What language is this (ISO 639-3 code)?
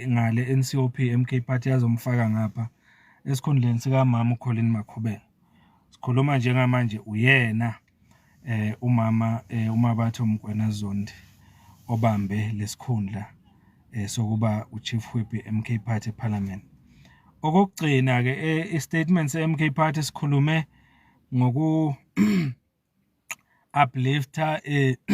zul